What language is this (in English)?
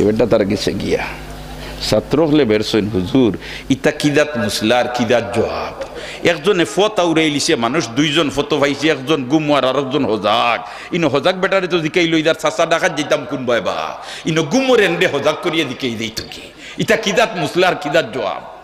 Sylheti